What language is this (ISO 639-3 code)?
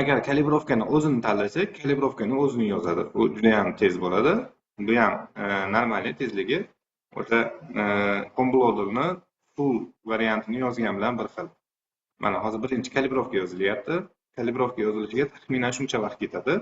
uzb